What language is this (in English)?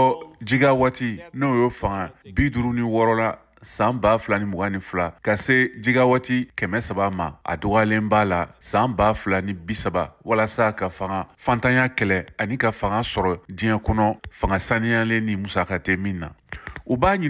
Bambara